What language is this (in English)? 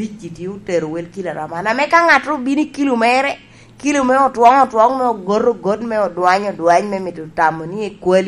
Lango (Uganda)